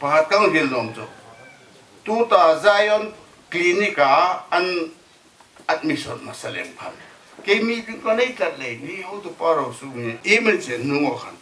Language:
Hmar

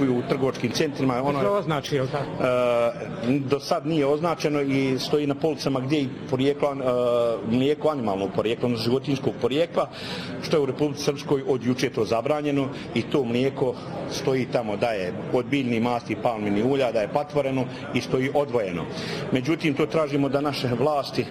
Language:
Bosnian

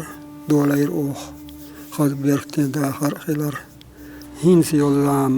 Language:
Chechen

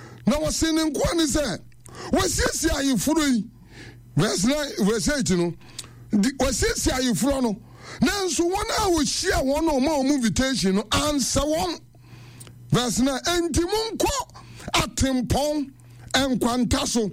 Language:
Akan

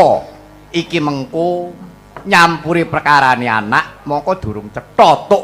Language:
Javanese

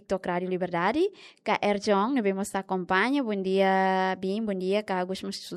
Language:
Tetum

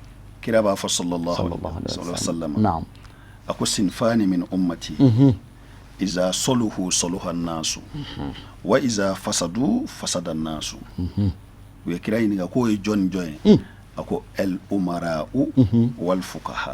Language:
Bambara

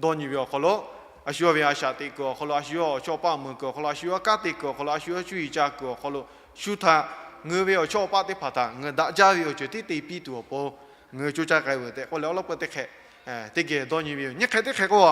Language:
Lahu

